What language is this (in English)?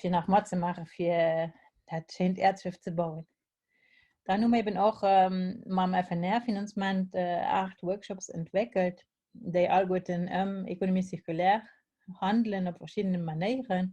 Luxembourgish